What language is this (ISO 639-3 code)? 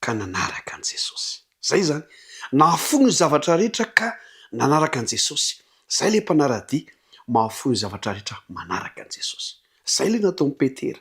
mlg